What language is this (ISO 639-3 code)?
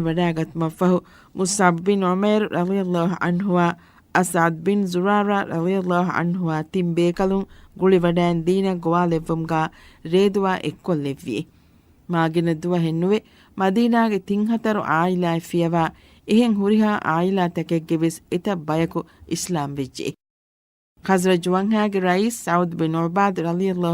div